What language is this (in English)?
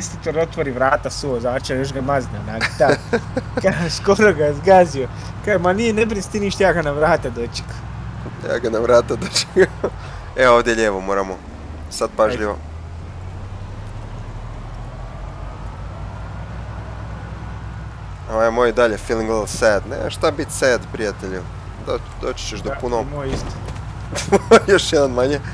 Croatian